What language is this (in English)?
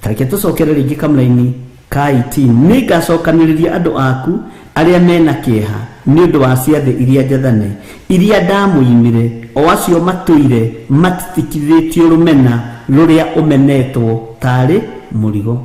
Kikuyu